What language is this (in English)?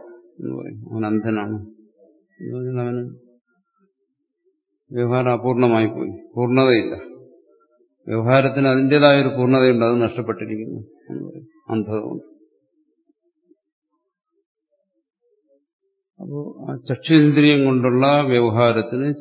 Malayalam